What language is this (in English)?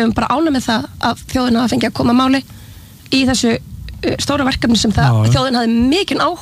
Icelandic